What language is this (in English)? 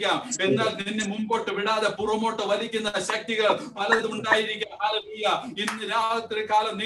Malayalam